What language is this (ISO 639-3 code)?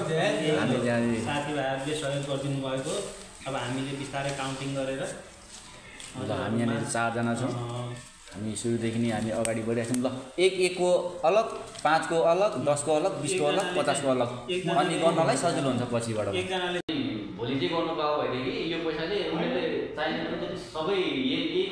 nep